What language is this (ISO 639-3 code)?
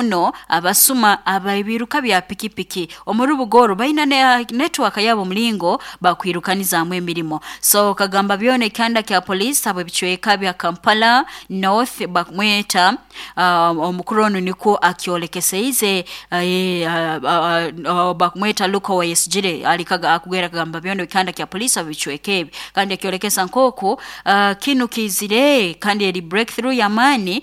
nyo